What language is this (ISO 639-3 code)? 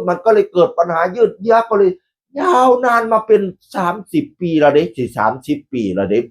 tts